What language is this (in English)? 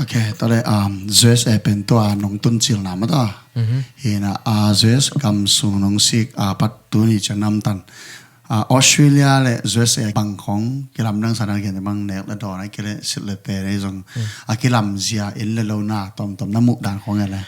Tedim Chin